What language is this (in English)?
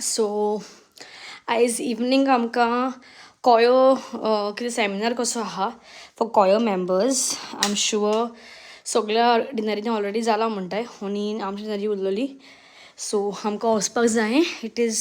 Konkani